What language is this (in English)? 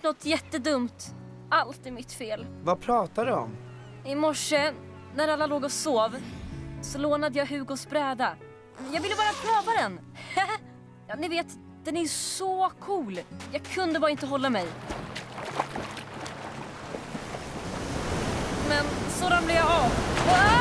Swedish